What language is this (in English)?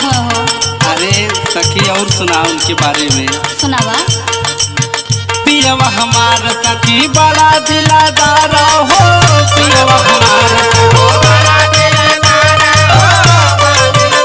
Bhojpuri